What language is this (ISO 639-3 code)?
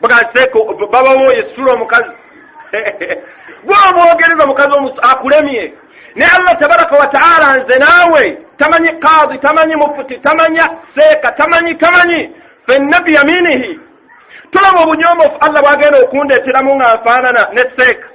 lug